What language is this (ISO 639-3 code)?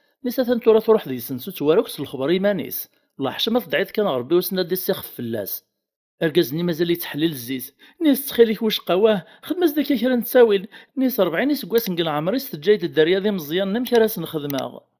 kab